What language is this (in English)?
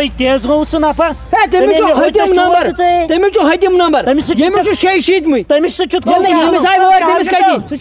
Kashmiri